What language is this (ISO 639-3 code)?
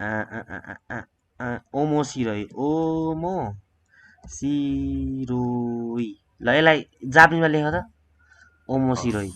nep